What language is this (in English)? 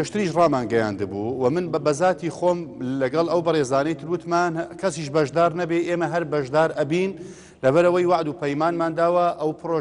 Central Kurdish